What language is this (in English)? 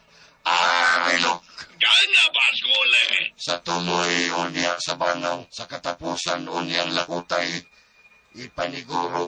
Cebuano